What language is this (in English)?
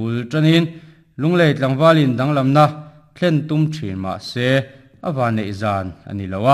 Mizo